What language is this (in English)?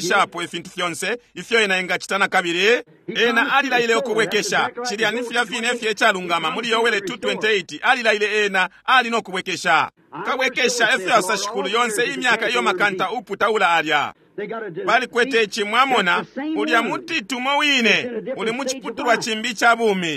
Bemba